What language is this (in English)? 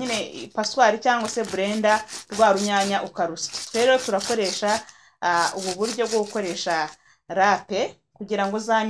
Kinyarwanda